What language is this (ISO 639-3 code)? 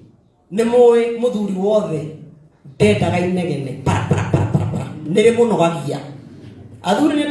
kik